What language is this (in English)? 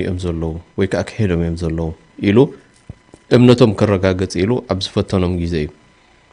Tigrinya